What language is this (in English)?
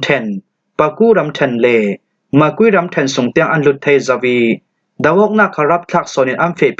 Falam Chin